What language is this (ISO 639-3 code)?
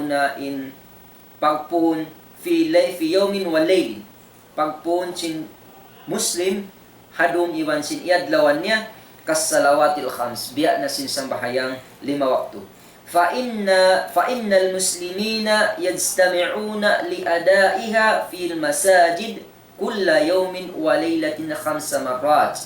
tsg